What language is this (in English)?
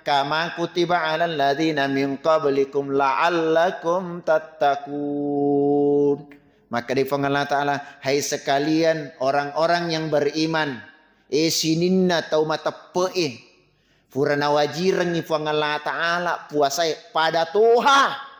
Buginese